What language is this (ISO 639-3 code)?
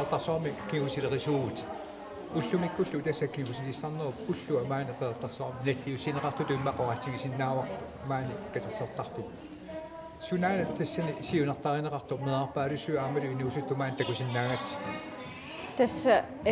kal